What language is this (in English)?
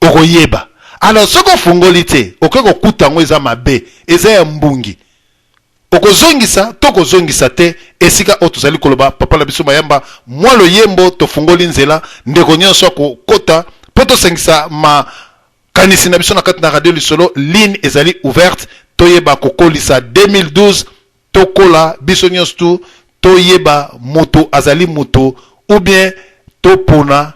Lingala